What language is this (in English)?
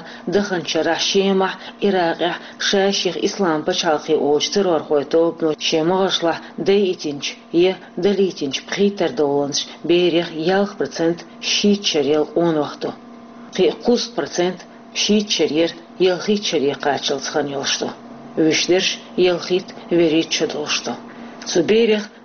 Chechen